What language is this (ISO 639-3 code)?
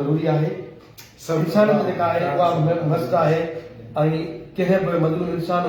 snd